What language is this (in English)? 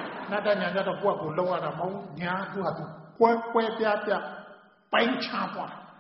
Burmese